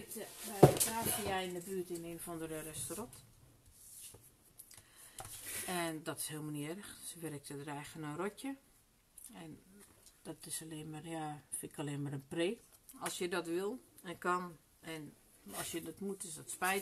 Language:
Dutch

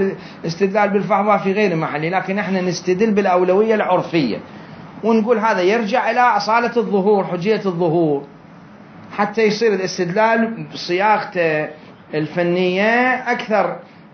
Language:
Mesopotamian Arabic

